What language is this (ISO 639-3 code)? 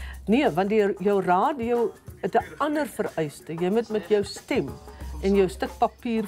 afr